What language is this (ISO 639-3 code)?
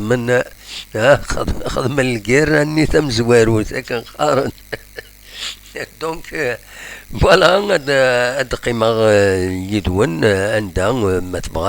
kab